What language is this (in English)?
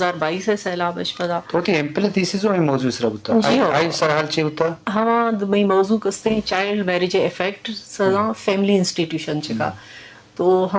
Eastern Balochi